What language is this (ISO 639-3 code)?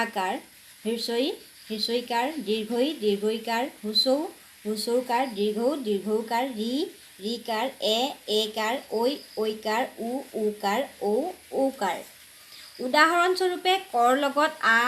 asm